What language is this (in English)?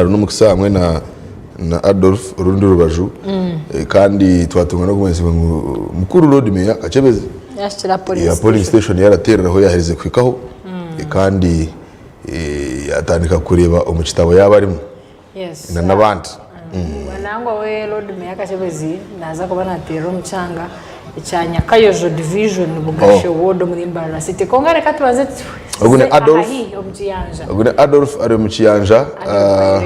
Nyankole